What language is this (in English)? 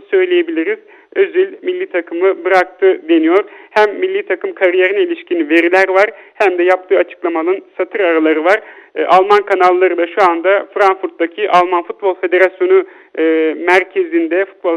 Turkish